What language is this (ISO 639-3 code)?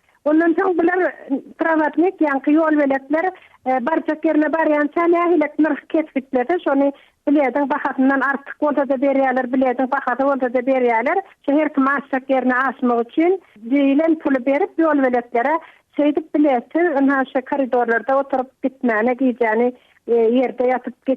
tuk